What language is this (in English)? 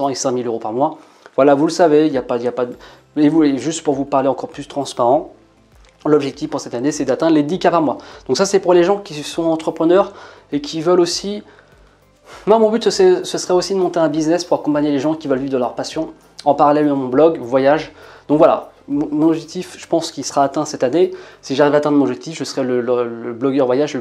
French